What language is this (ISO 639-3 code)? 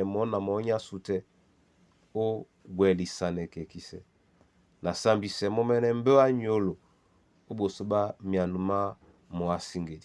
dua